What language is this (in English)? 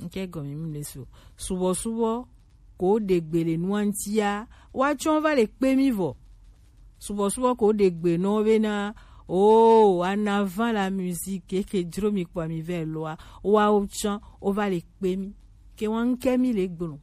Gen